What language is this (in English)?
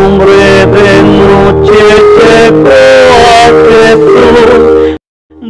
South Bolivian Quechua